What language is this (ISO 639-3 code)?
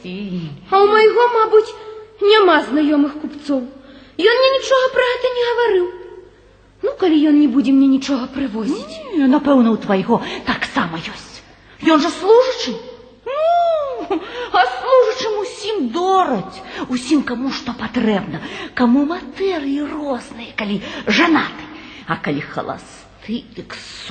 bel